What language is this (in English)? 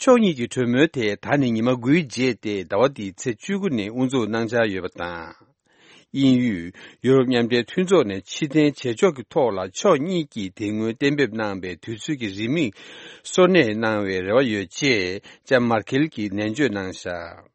Tibetan